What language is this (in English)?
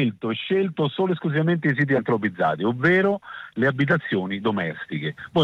Italian